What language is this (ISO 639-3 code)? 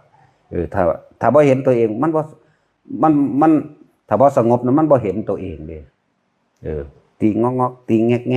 tts